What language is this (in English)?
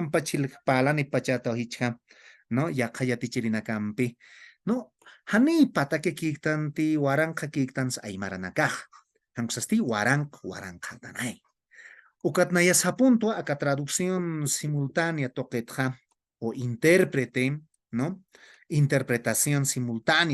Aymara